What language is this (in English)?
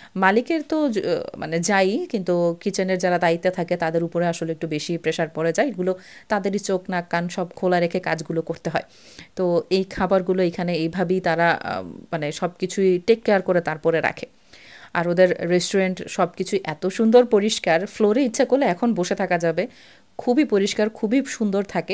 Bangla